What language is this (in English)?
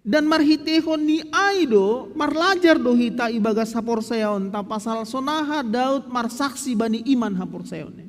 Batak Simalungun